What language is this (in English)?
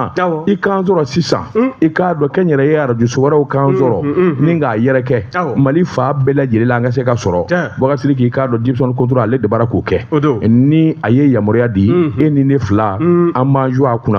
Bambara